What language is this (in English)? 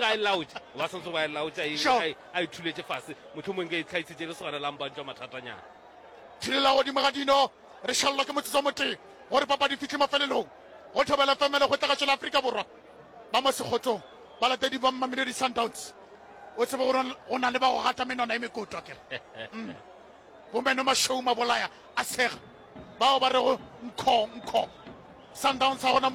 Northern Sotho